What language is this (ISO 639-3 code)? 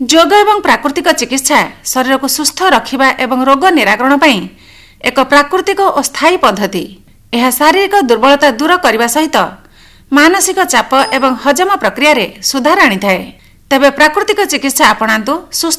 ori